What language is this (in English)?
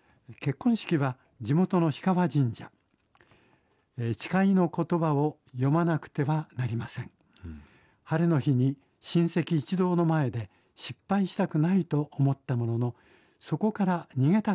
Japanese